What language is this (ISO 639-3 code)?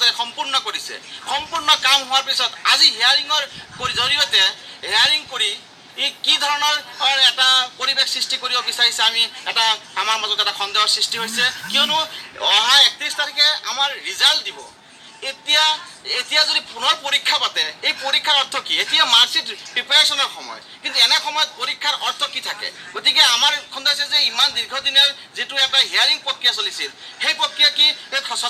asm